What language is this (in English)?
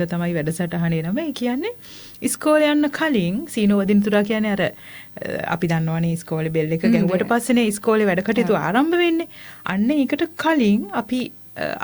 Sinhala